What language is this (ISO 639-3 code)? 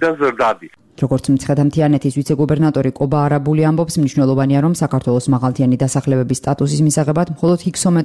kat